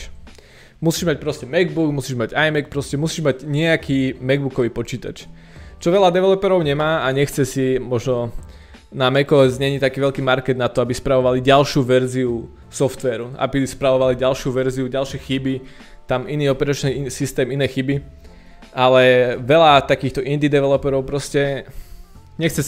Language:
Slovak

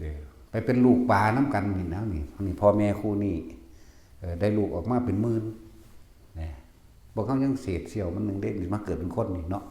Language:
Northeastern Thai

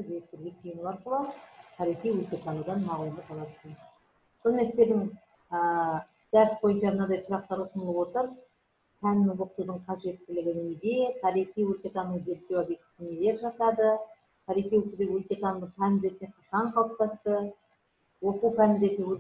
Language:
Kazakh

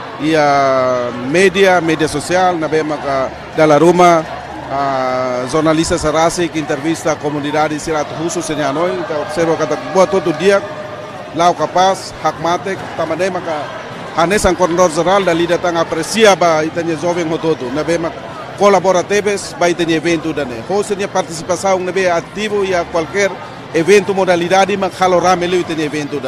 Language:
Tetum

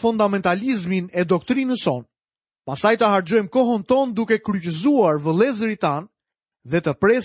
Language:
Albanian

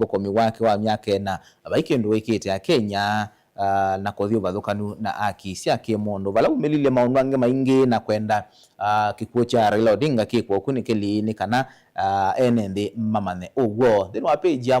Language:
Kamba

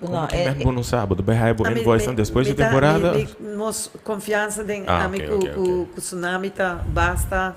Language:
Papiamento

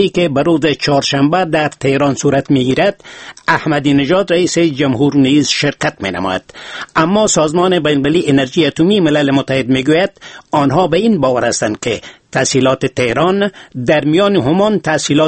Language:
Persian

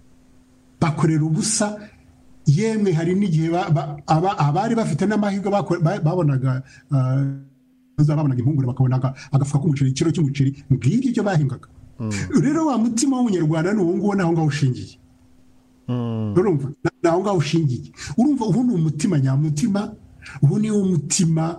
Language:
Kinyarwanda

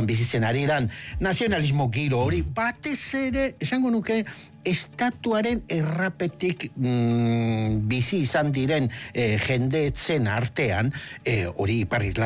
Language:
Basque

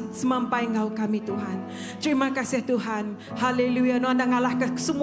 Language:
Iban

